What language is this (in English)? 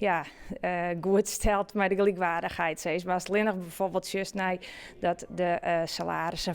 Western Frisian